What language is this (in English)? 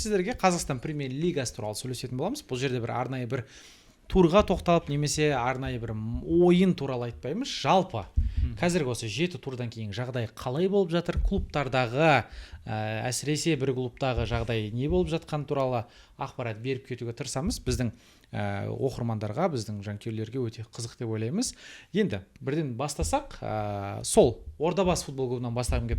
Kazakh